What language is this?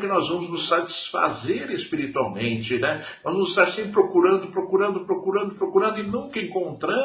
Portuguese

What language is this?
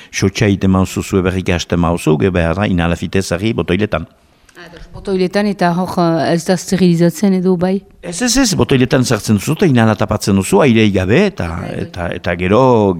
Basque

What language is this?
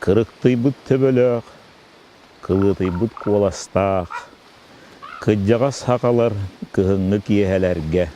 Yakut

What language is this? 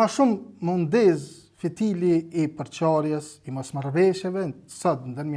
Albanian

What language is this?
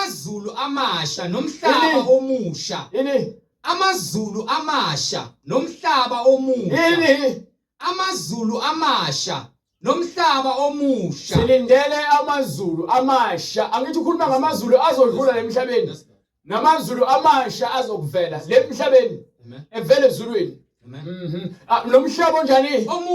Zulu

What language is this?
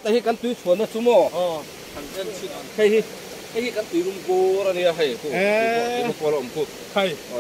Mizo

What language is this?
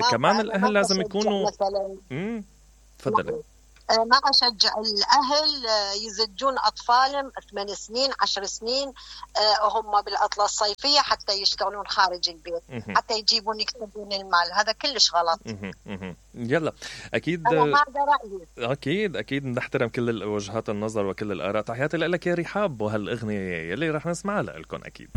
Mesopotamian Arabic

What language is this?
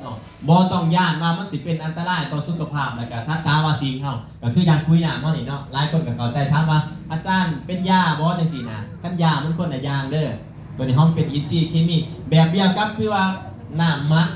Northeastern Thai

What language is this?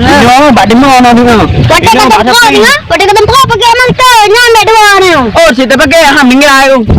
Achinese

